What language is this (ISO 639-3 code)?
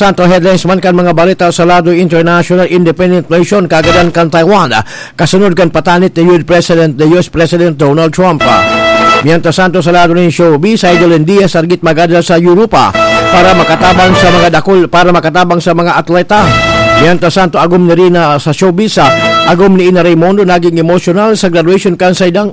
bik